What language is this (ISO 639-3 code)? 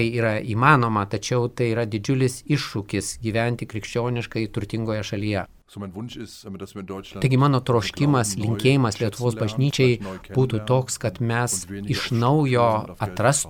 lit